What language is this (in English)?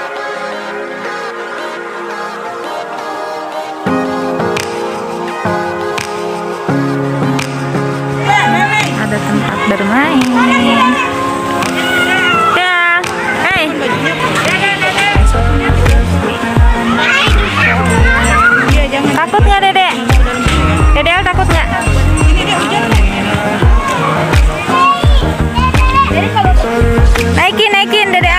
Indonesian